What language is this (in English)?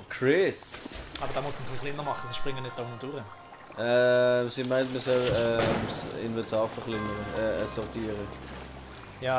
Swiss German